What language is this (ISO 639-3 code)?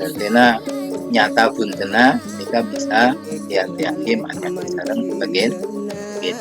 mad